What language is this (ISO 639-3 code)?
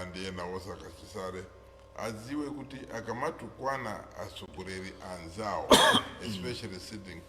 nya